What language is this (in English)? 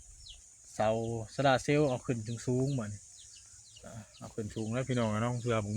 Northeastern Thai